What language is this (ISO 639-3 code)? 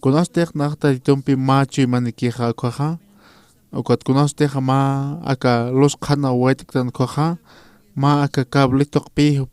aym